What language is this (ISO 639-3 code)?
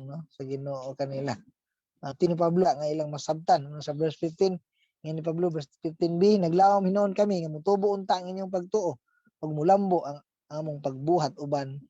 ceb